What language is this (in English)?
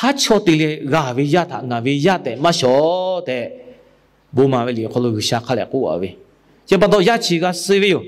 Lahu